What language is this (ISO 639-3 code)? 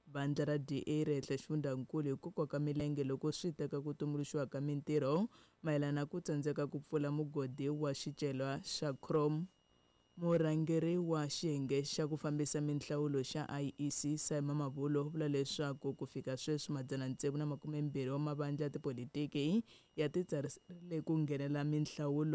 tso